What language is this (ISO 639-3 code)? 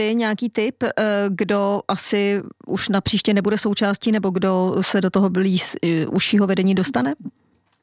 ces